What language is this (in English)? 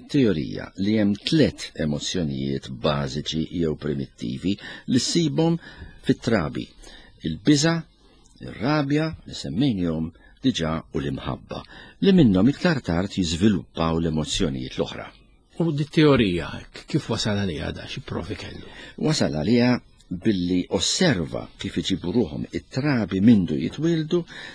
Maltese